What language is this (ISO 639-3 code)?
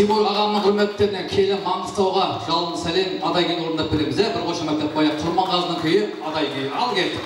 kaa